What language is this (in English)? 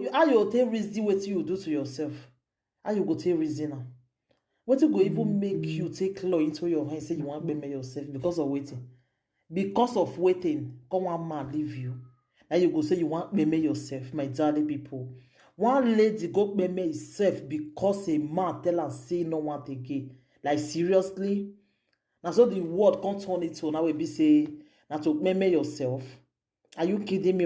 Nigerian Pidgin